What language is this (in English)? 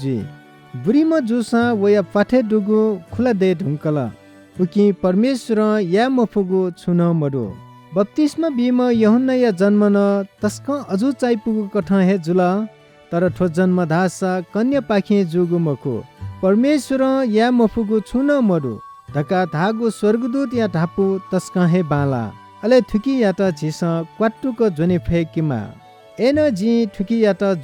Newari